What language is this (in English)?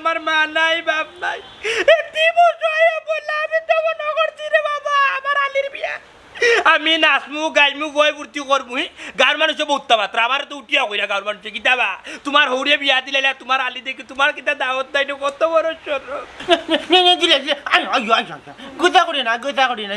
Sylheti